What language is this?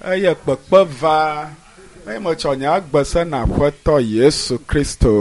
Ewe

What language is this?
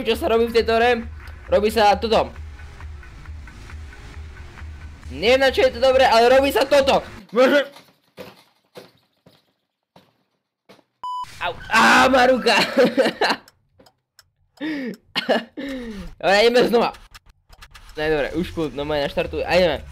Slovak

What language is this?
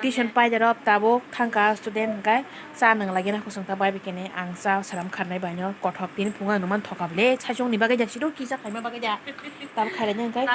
Kok Borok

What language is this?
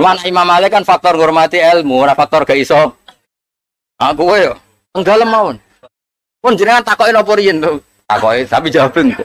Javanese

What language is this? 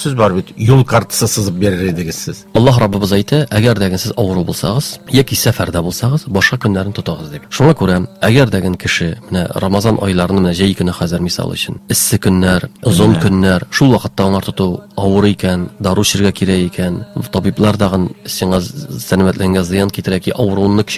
Tatar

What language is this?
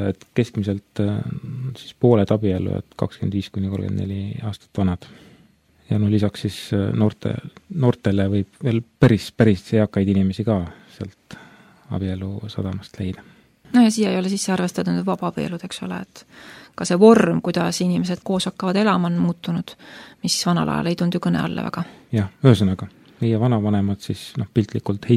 Estonian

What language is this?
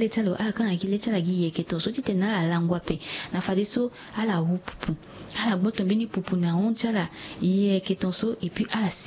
Sango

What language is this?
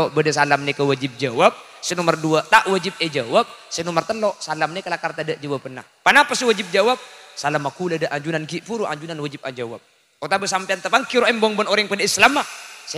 Madurese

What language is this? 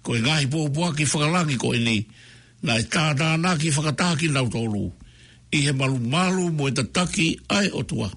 Tongan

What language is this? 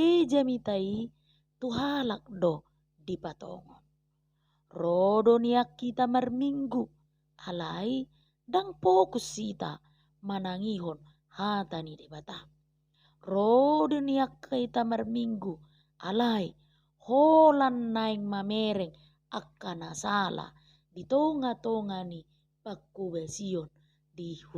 Batak Toba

